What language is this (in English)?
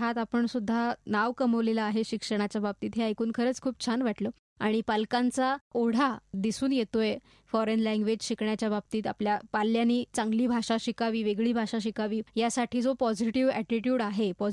Marathi